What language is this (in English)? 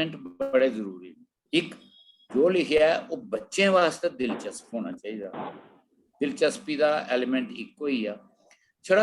Dogri